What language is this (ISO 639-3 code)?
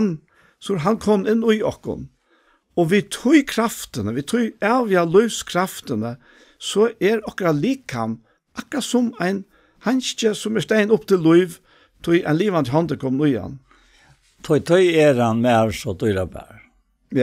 fao